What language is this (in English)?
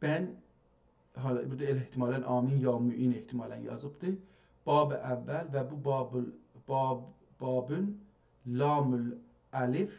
South Azerbaijani